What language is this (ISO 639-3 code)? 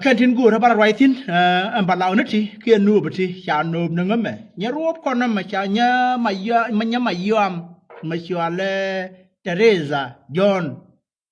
nus